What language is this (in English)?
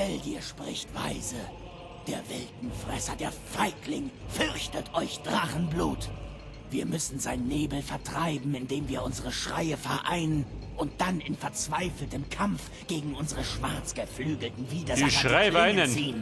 Bavarian